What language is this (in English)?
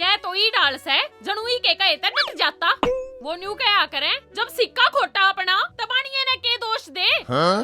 Haryanvi